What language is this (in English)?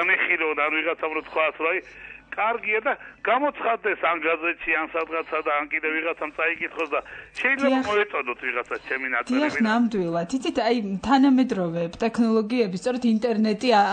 Georgian